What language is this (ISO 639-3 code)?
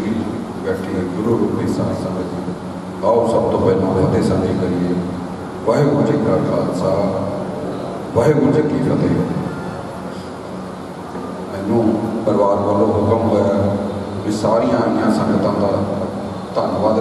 pan